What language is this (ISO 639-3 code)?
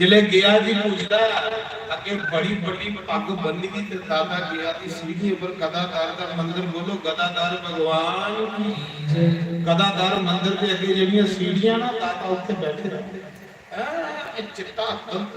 doi